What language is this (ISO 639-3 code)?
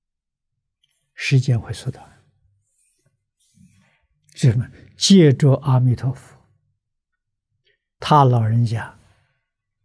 zho